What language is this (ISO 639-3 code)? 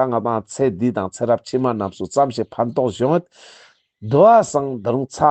lbj